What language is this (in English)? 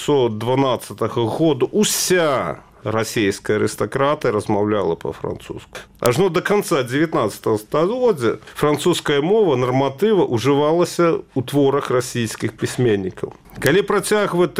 Belarusian